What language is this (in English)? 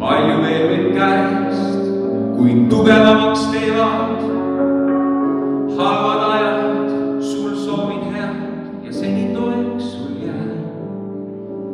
Estonian